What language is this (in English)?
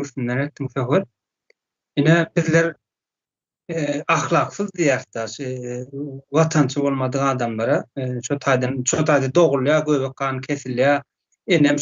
Turkmen